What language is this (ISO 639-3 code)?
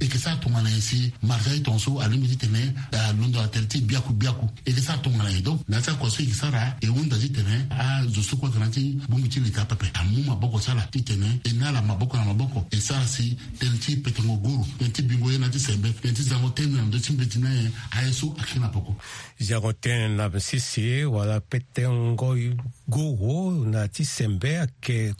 sag